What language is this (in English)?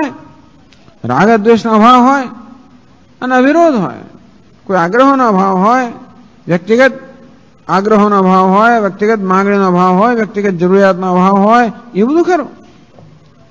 Gujarati